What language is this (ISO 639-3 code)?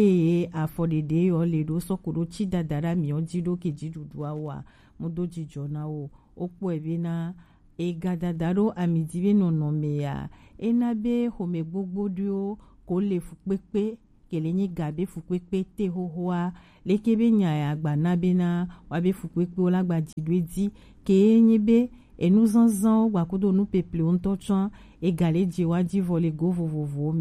gej